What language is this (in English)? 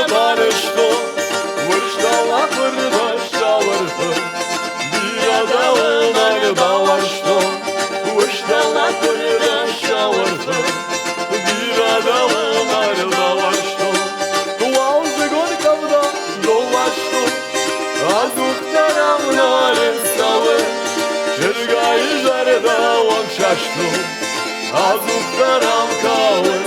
Ossetic